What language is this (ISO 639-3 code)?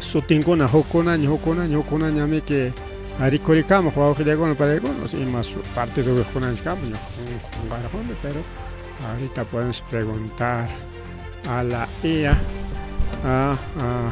quy